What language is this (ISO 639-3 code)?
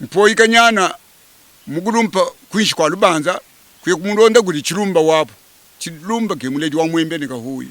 lua